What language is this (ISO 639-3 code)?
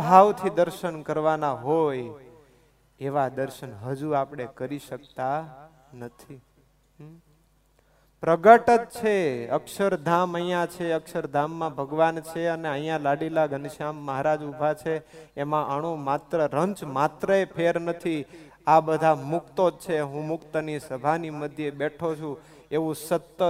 guj